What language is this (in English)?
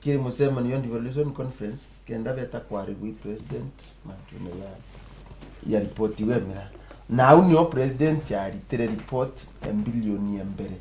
Meru